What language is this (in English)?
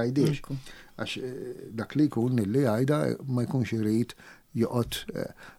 Maltese